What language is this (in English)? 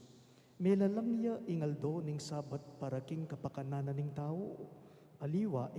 Pampanga